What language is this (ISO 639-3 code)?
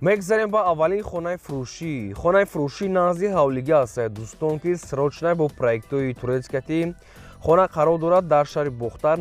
tgk